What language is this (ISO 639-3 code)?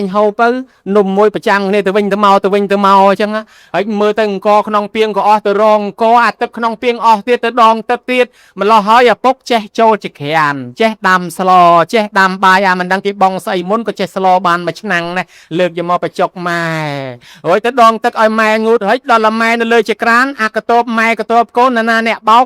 khm